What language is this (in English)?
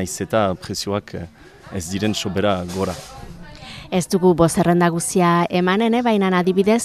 Basque